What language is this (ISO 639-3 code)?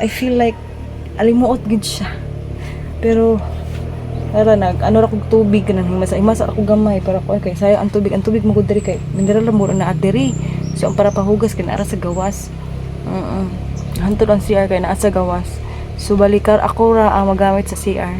ceb